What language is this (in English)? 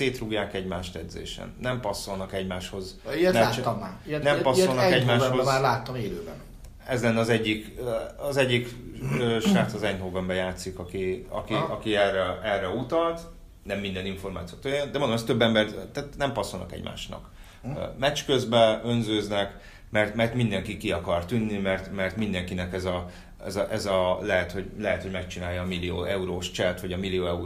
Hungarian